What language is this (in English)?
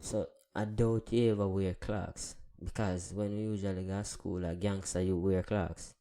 Jamaican Creole English